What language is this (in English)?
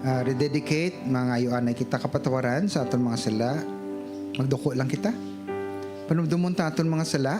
Hiligaynon